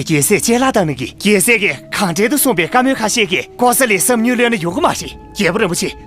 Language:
Tibetan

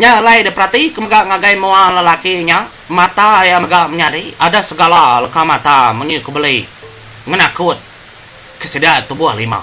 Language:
Iban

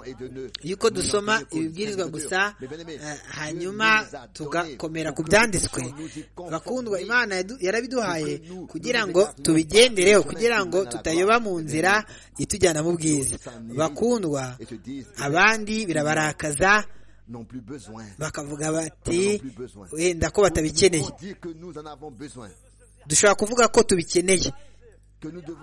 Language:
Kinyarwanda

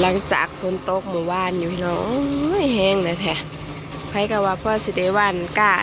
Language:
Northeastern Thai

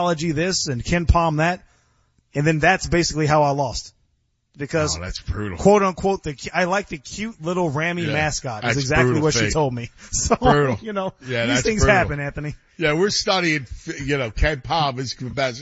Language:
English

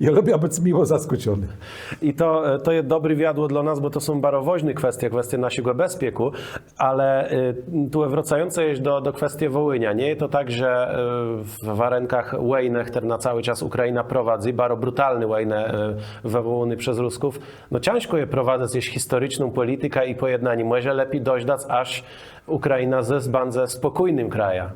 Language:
Kashubian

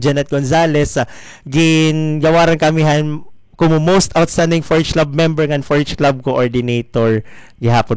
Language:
Waray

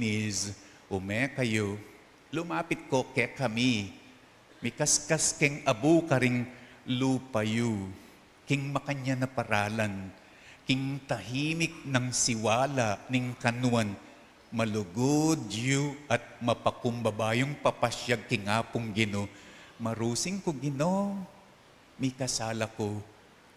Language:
Pampanga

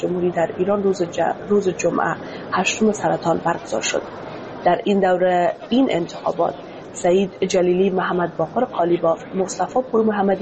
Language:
Persian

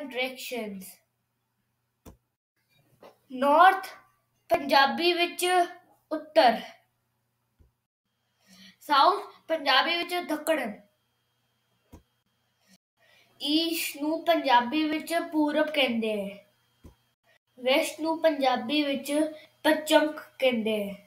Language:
Punjabi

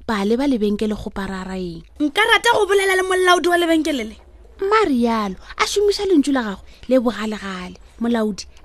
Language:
Northern Sotho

